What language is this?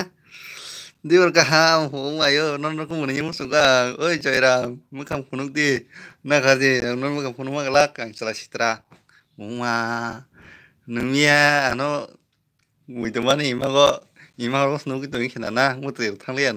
Kok Borok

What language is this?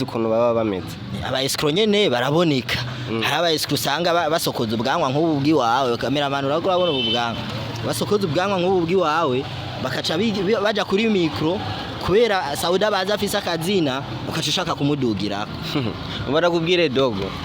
Rundi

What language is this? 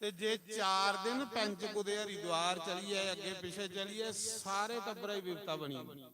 Dogri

